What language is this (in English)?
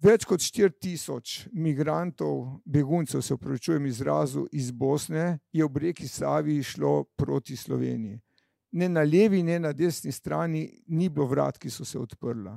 Slovenian